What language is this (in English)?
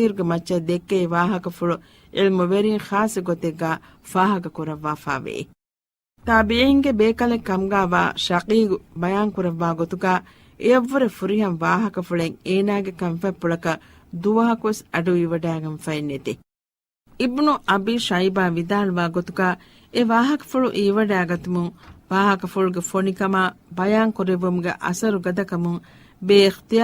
Divehi